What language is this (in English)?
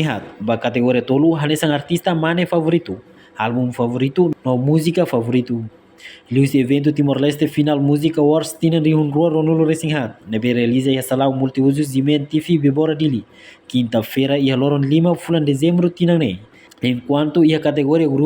Tetum